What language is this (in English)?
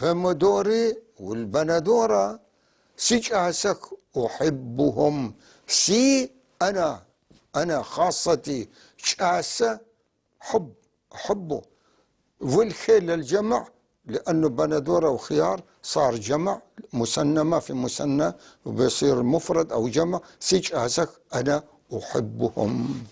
North Levantine Arabic